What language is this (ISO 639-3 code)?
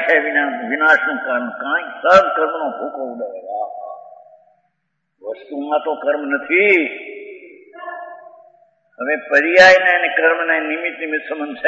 guj